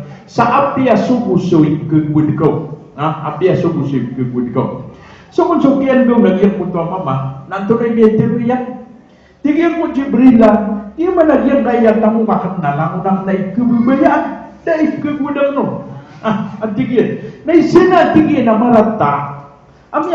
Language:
Maranao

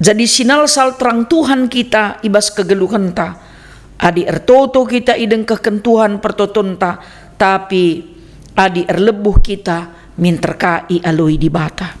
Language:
Batak Karo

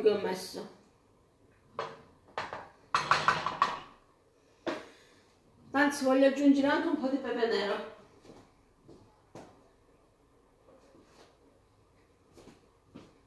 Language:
Italian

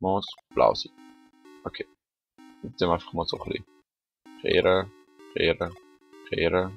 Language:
Swiss German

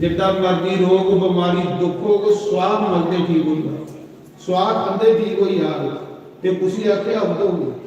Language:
Dogri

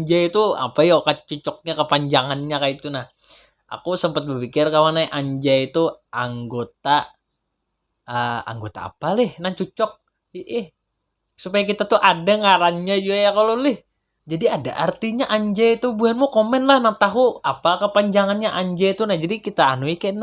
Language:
Banjar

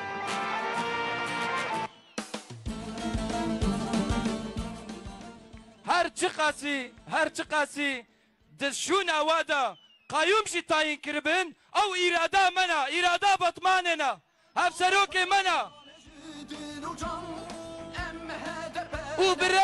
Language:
Kurdish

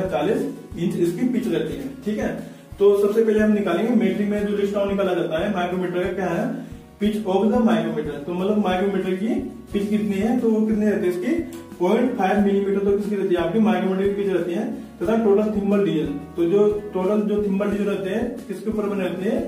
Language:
Hindi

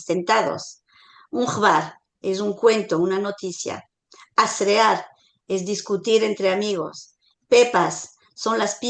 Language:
Ladino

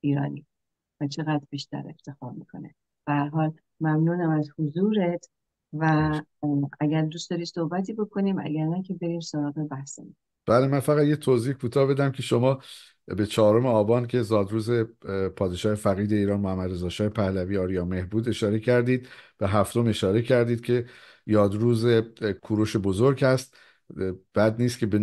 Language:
Persian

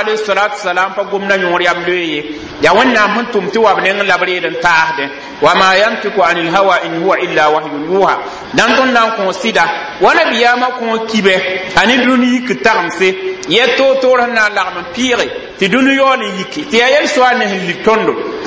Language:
Mossi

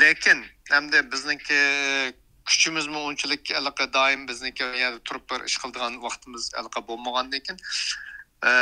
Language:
Uyghur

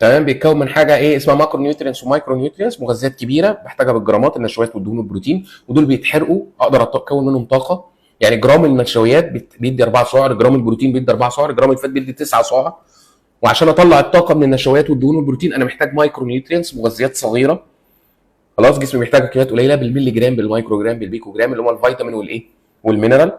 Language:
Egyptian Arabic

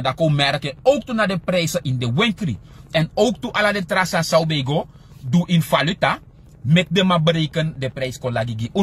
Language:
Sranan Tongo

